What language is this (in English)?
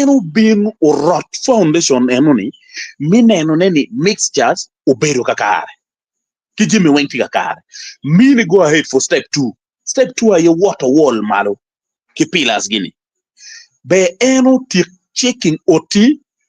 Acoli